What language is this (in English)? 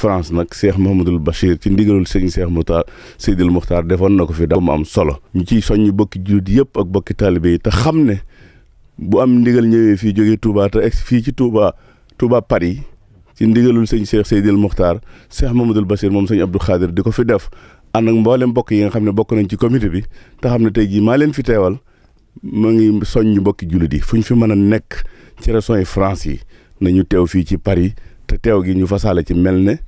Wolof